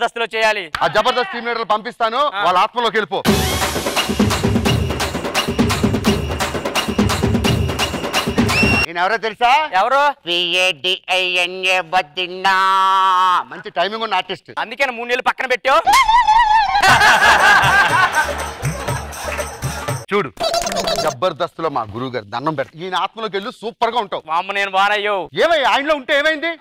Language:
Telugu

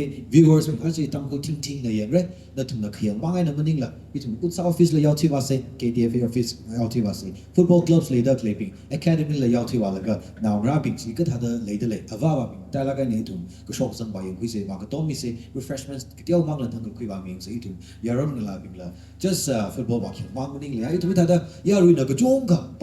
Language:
Tangkhul Naga (India)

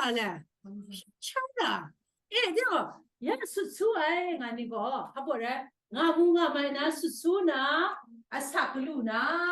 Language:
Kachin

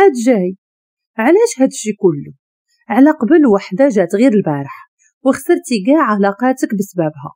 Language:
Moroccan Arabic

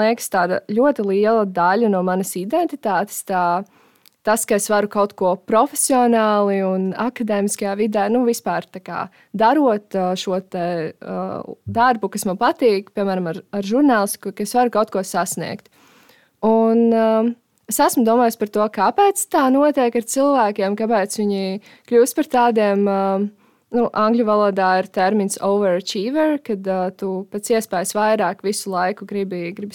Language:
Latvian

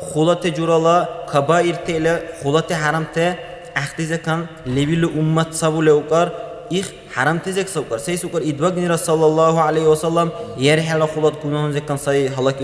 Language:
Dargwa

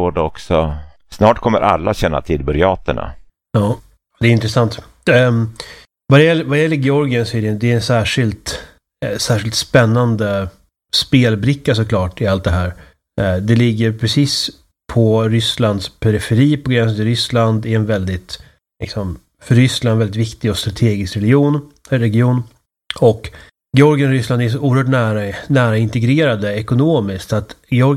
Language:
Swedish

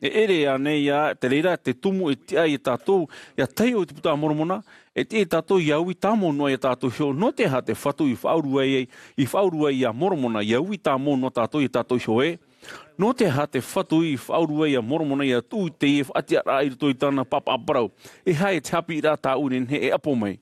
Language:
Tahitian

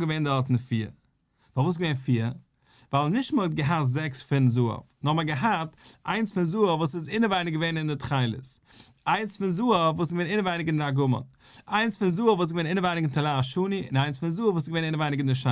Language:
Yiddish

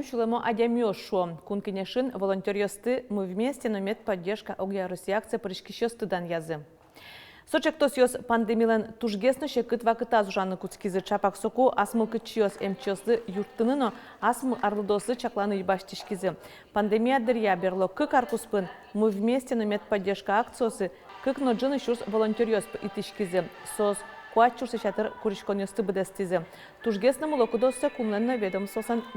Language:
Udmurt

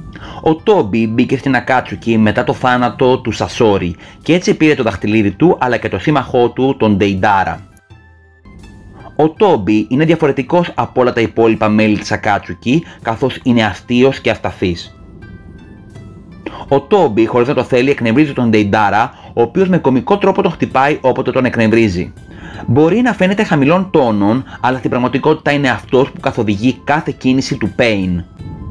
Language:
Greek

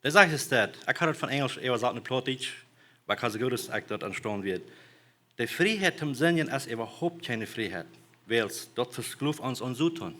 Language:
Plautdietsch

